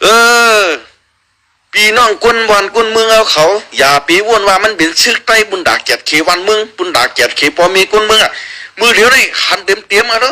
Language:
Shan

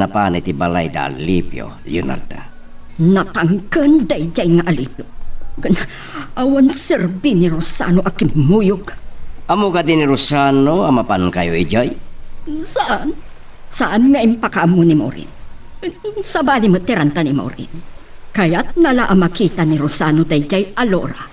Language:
Iloko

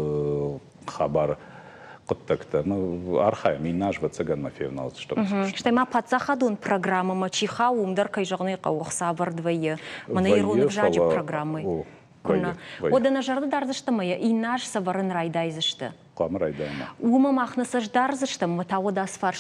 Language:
Ossetic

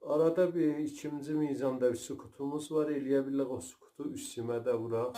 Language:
South Azerbaijani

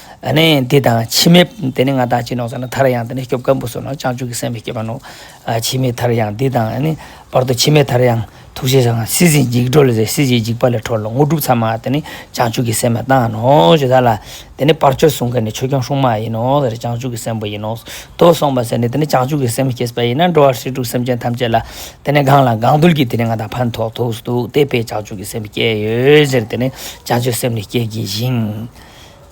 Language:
Ladakhi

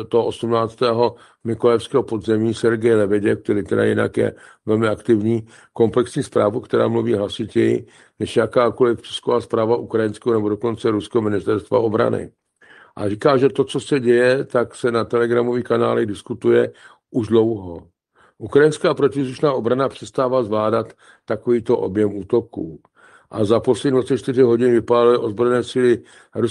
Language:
Czech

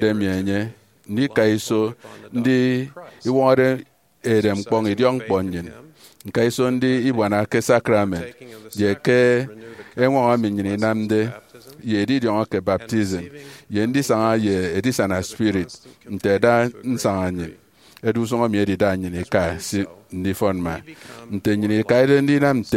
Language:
Efik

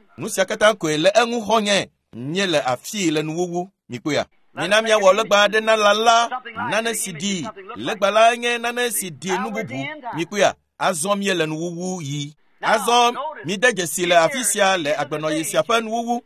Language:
Ewe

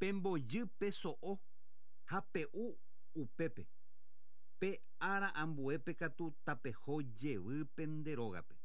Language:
Guarani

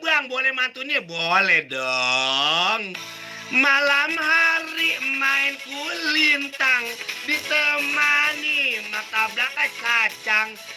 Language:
Betawi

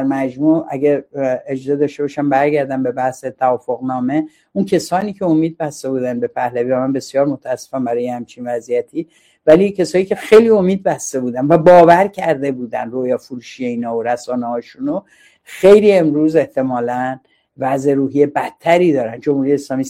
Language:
Persian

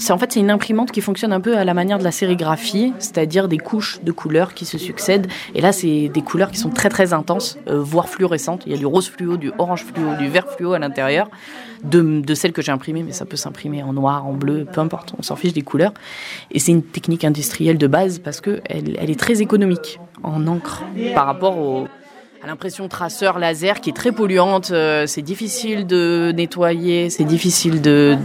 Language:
French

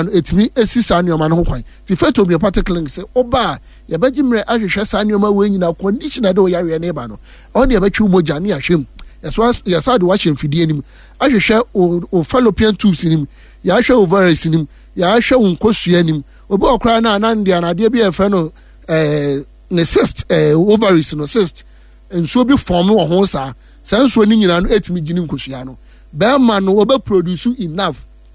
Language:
Akan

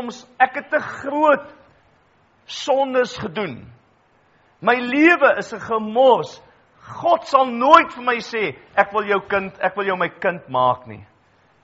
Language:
Afrikaans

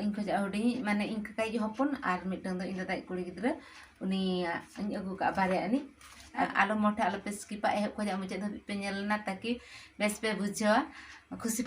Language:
Santali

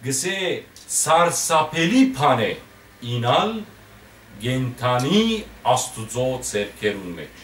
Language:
Western Armenian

